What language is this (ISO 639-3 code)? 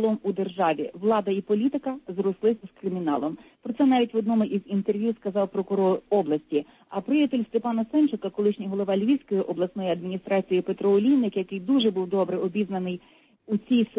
ukr